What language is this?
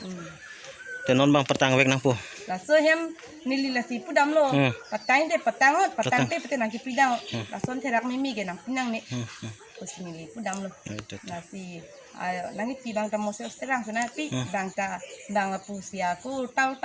Karbi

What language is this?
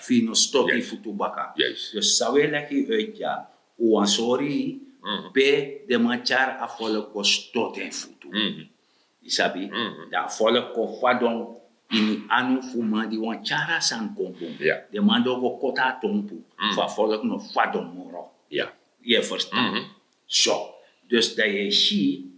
Sranan Tongo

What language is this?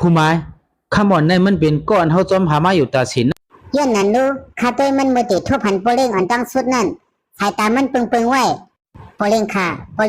Shan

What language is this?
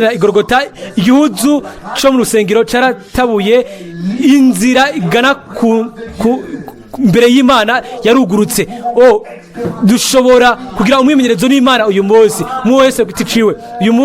Rundi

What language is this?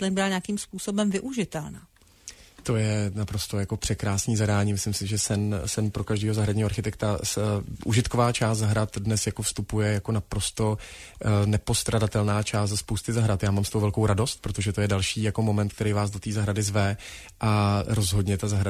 Czech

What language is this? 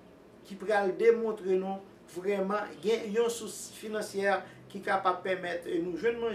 Haitian Creole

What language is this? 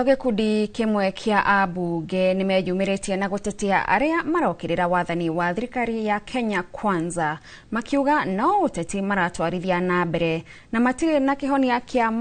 Kikuyu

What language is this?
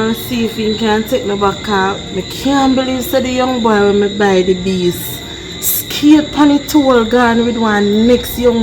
Jamaican Creole English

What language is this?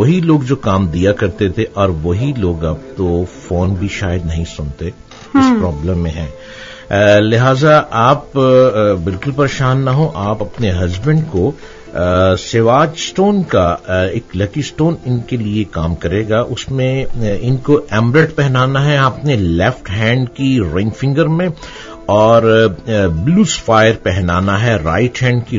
Urdu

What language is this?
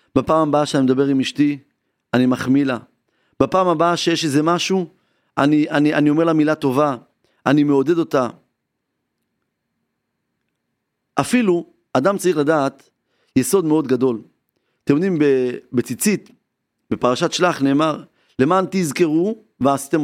Hebrew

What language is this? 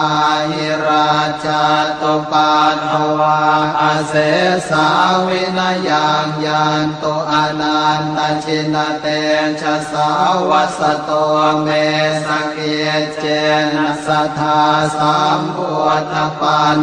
Pali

